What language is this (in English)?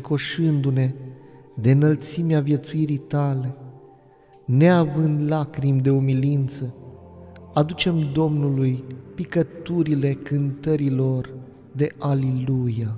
Romanian